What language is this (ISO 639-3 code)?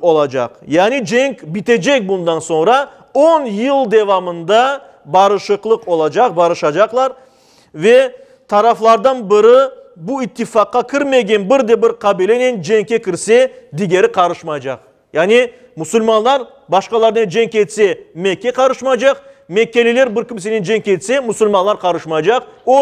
crh